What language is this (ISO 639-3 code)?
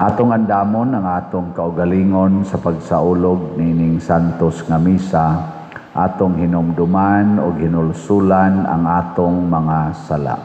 ceb